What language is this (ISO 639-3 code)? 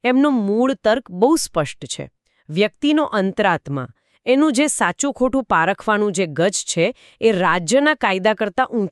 guj